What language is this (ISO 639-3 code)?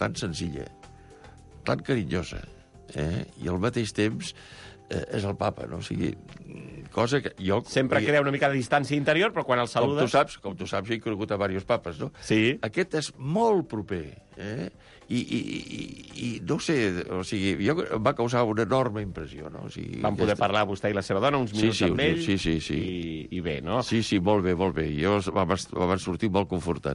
cat